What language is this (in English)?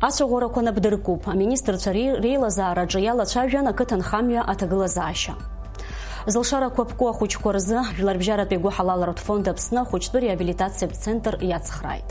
Abkhazian